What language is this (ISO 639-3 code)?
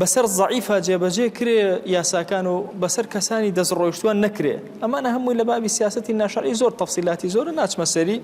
ckb